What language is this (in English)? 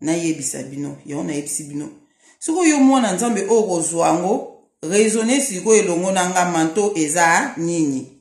Lingala